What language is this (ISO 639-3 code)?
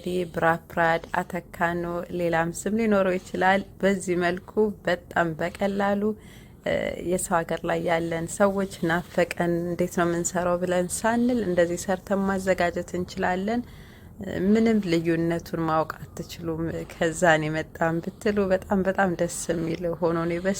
amh